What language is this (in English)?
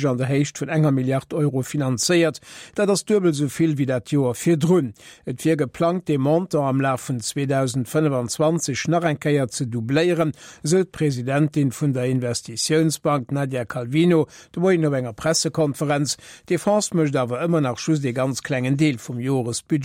Luxembourgish